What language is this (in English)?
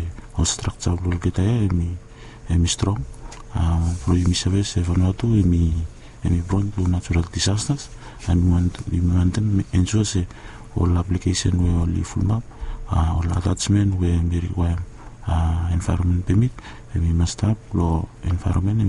Bislama